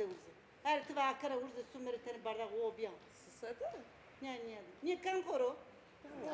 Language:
Zaza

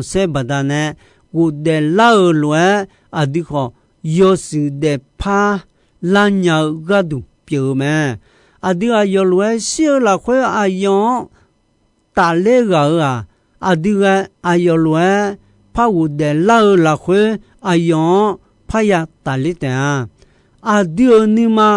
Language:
Akha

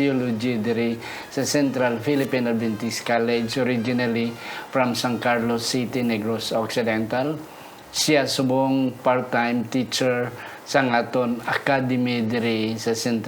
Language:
Hiligaynon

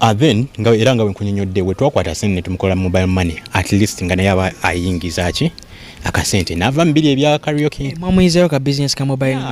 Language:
Ganda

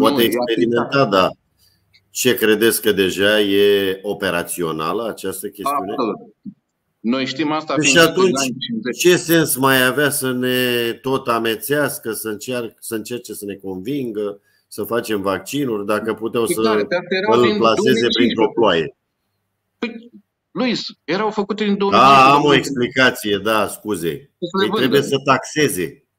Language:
Romanian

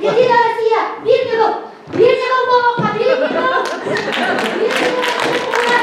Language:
Yakut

